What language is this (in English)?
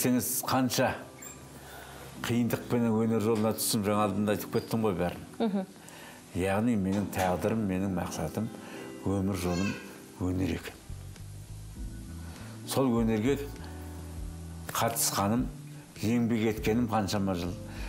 Kazakh